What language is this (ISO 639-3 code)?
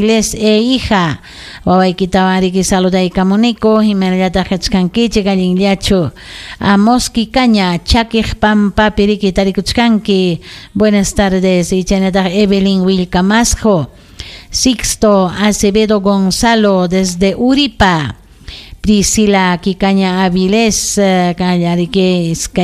quy